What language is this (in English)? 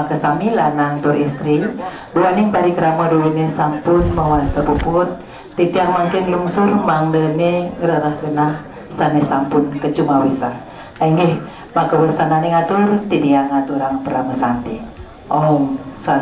Balinese